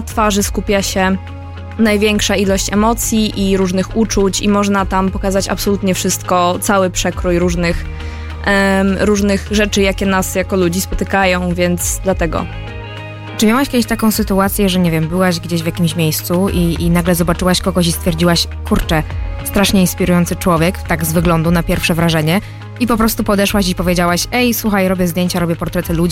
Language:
Polish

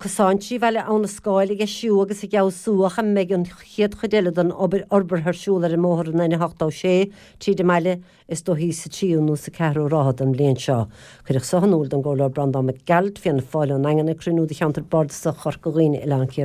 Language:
Irish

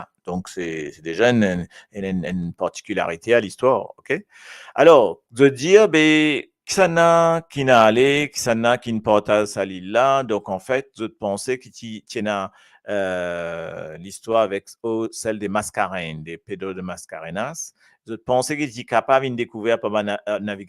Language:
Morisyen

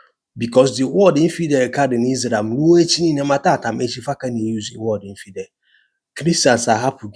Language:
Igbo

